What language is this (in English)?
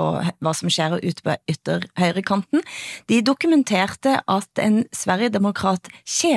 Norwegian